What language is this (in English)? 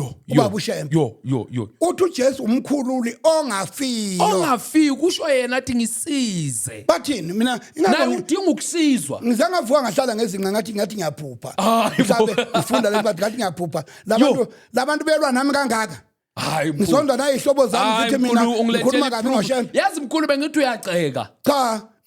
Zulu